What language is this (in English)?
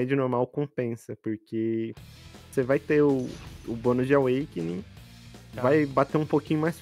Portuguese